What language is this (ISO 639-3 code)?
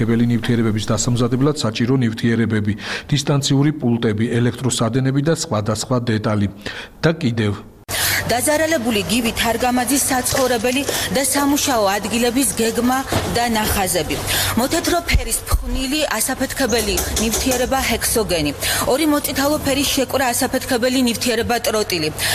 kat